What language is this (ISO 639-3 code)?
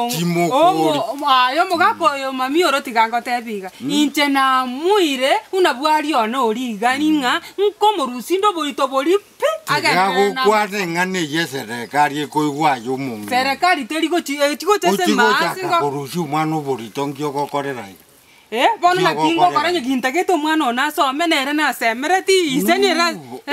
guz